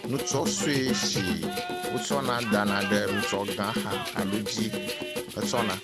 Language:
Ewe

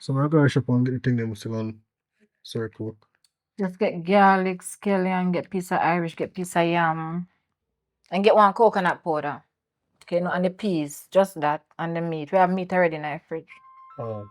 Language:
Jamaican Creole English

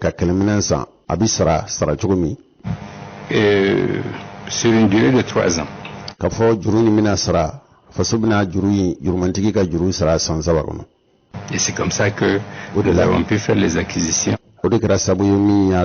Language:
Bambara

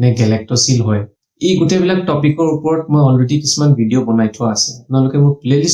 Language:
Assamese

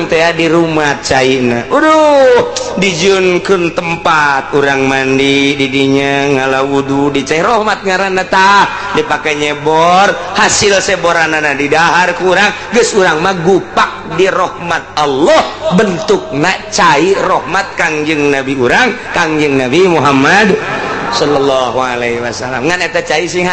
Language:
Sundanese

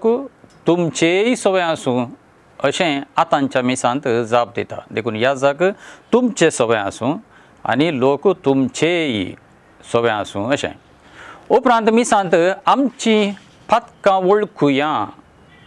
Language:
Konkani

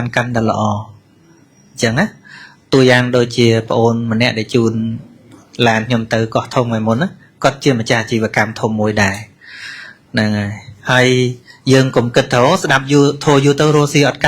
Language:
Khmer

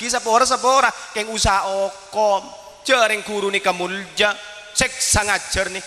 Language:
Madurese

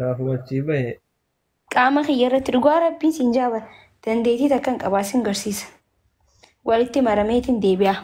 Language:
Oromo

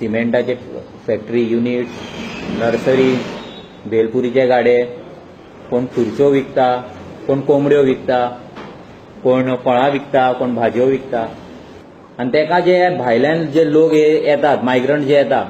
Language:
Konkani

